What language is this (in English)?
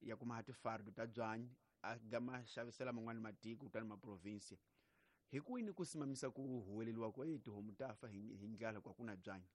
Tsonga